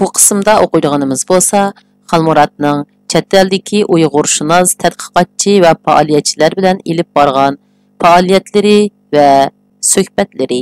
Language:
Uyghur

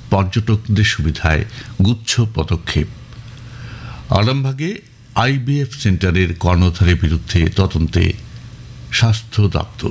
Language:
Bangla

